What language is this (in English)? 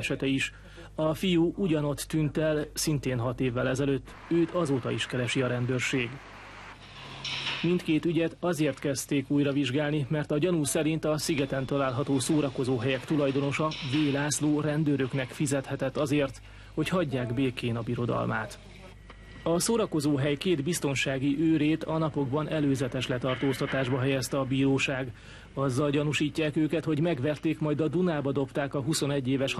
Hungarian